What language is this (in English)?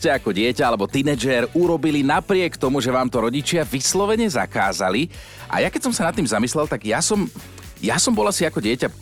Slovak